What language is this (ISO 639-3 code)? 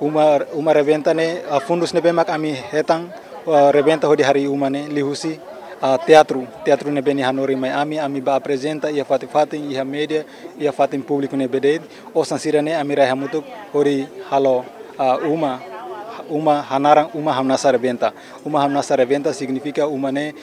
tet